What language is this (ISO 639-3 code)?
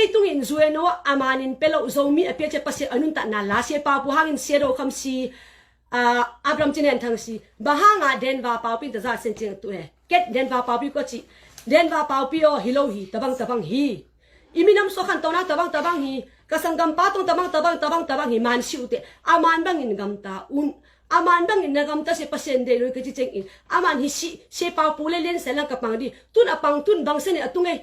ctd